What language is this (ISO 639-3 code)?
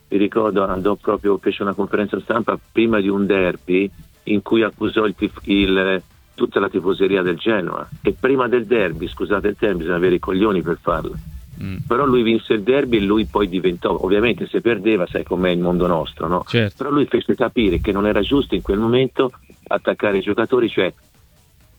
ita